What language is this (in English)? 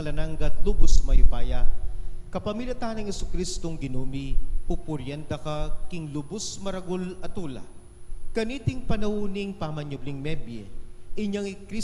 Pampanga